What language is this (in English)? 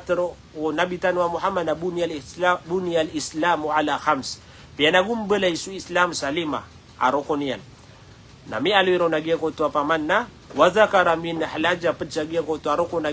Maranao